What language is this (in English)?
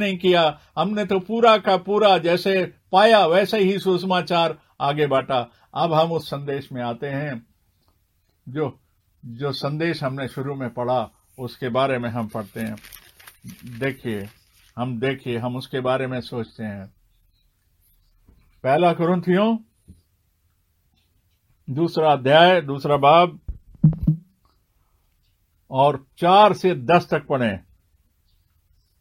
Hindi